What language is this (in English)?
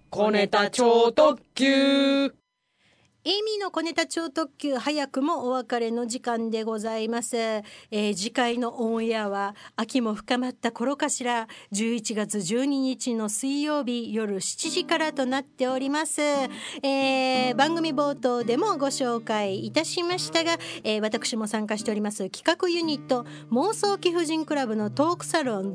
Japanese